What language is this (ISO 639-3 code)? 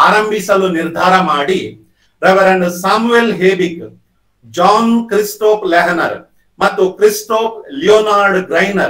kan